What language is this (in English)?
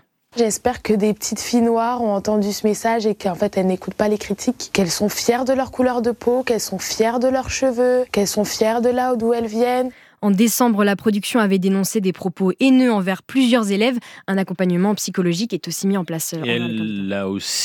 French